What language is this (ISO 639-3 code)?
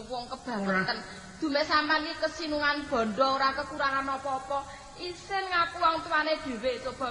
jav